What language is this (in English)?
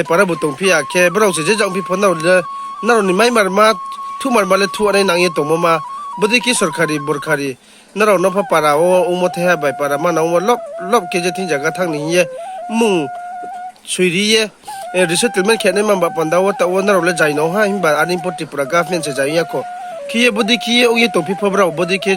Riang (India)